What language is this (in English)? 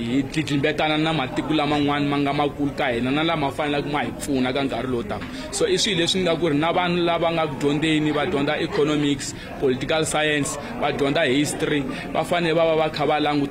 Tsonga